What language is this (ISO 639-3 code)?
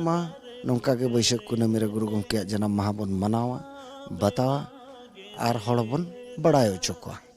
sat